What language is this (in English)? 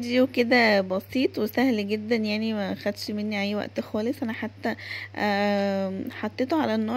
Egyptian Arabic